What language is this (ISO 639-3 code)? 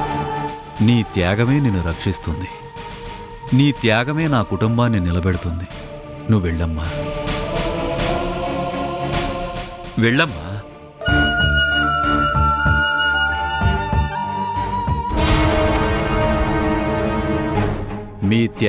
tel